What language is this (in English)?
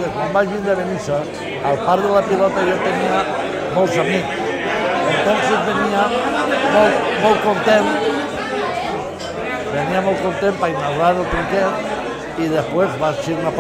Catalan